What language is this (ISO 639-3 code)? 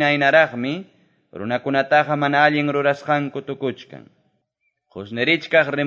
que